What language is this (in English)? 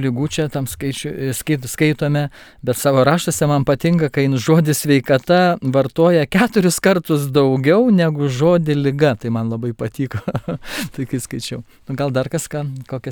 Lithuanian